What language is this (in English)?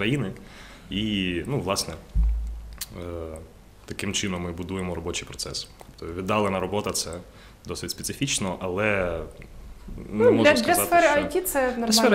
Ukrainian